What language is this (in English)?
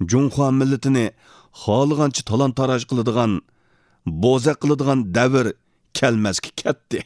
Uyghur